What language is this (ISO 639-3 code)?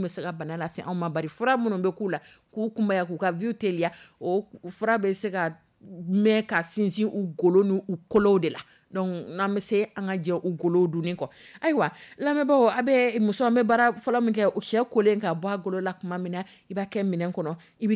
dyu